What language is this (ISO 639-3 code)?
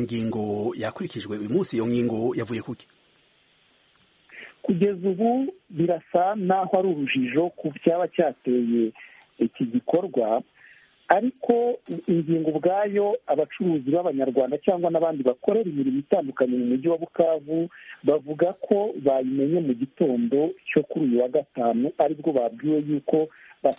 kin